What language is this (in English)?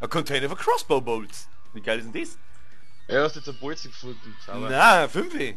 Bavarian